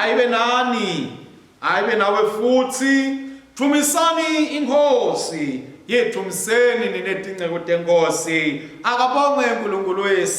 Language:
Swati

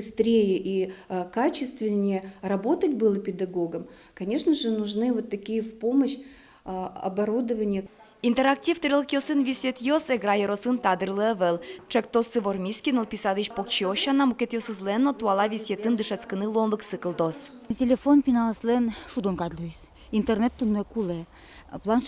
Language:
Udmurt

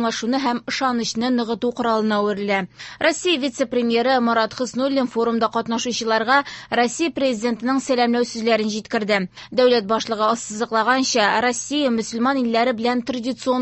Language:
Tatar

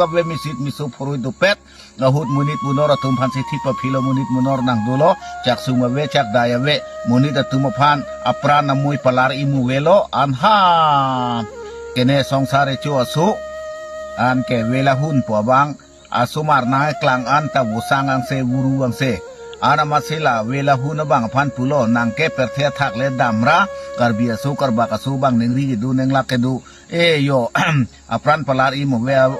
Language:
Karbi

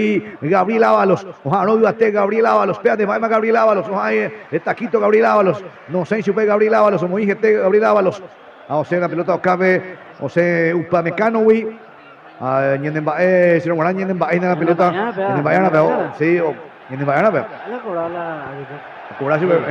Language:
Guarani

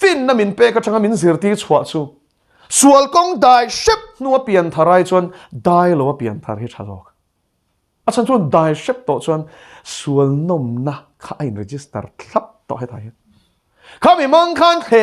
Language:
Mizo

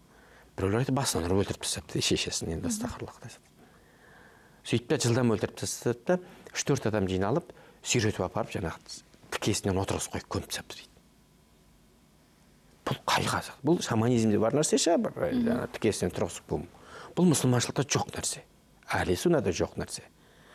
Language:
Kazakh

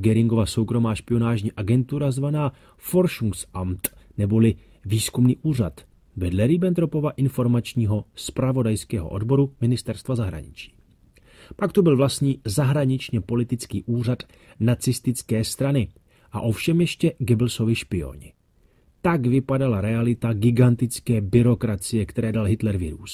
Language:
Czech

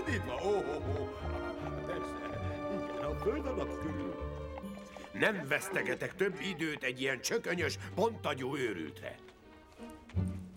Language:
Hungarian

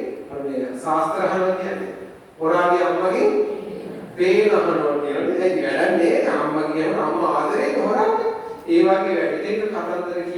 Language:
Sinhala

